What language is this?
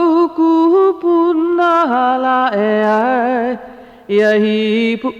Hawaiian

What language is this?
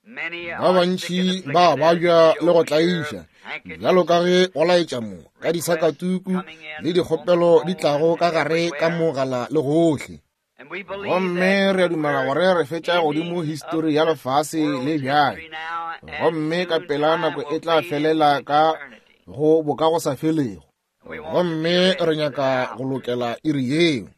Northern Sotho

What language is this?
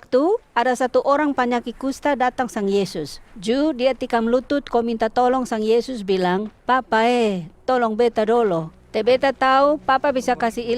Kupang Malay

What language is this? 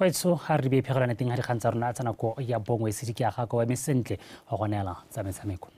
Tswana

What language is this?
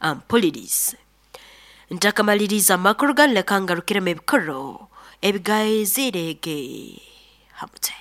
Nyankole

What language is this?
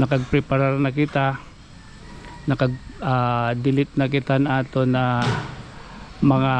Waray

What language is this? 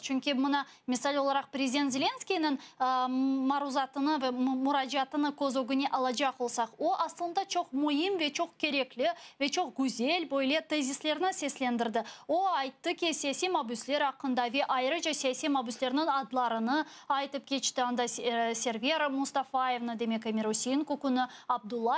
Crimean Tatar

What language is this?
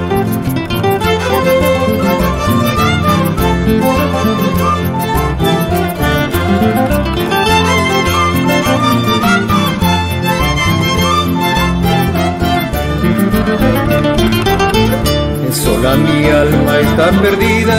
Spanish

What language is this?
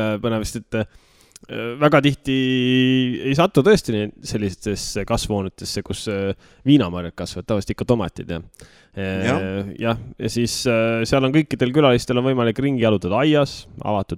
Estonian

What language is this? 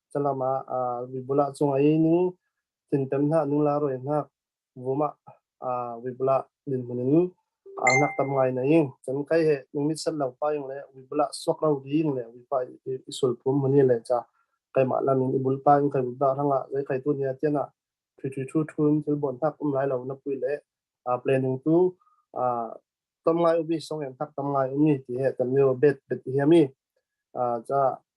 Falam Chin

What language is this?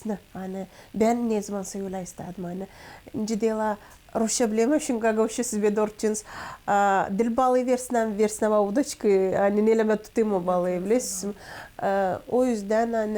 Gagauz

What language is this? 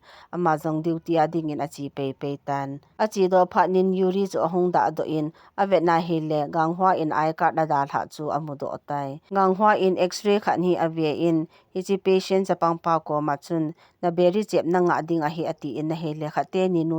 Thado Chin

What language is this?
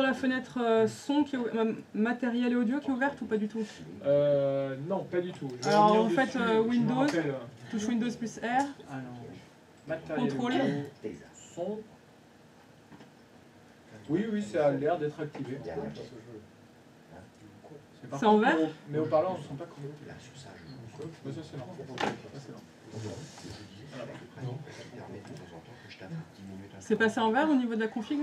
French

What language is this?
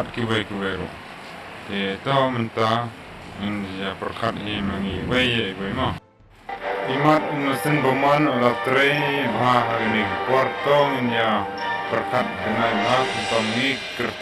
Khasi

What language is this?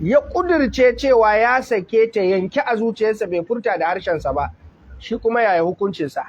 Hausa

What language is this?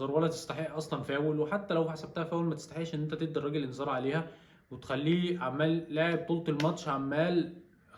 Egyptian Arabic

